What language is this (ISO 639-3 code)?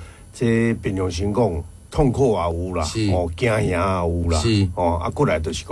nan